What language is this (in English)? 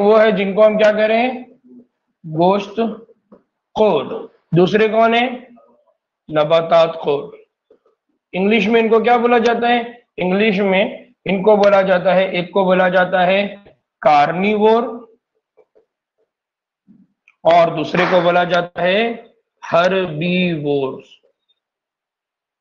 Urdu